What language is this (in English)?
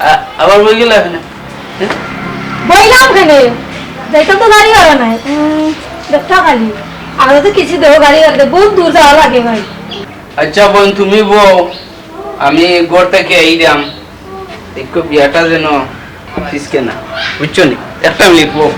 Sylheti